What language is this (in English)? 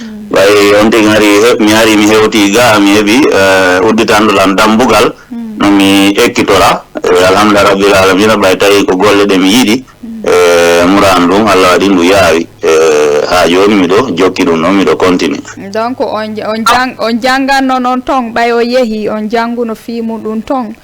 Fula